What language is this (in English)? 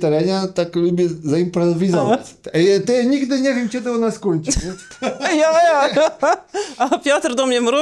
Kashubian